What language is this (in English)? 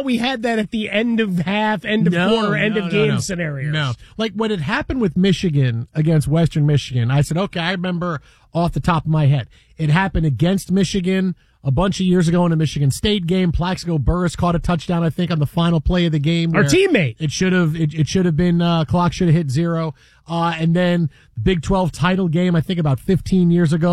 English